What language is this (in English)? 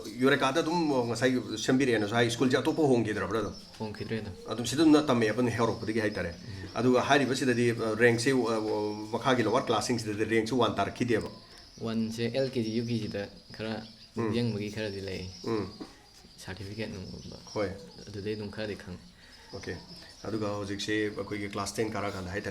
Manipuri